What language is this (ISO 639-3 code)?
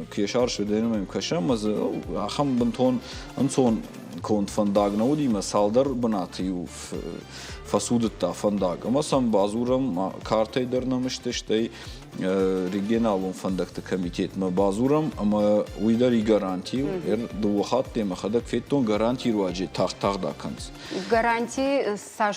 oss